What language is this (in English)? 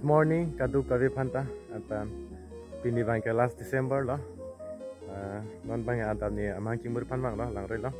Karbi